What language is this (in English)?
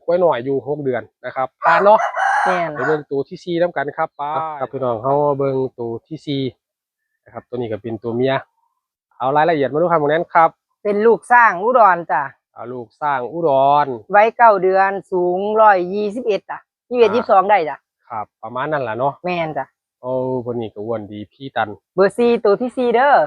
Northeastern Thai